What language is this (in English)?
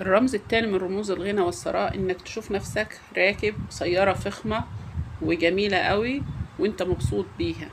Egyptian Arabic